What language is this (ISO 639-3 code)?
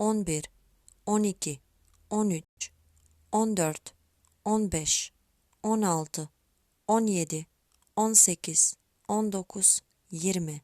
mkd